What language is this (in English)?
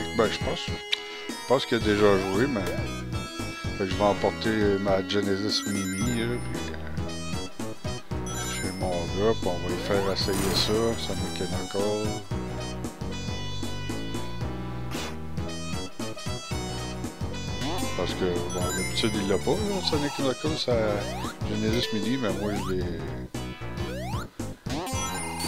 French